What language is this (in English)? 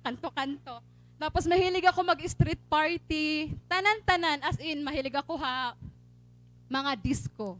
Waray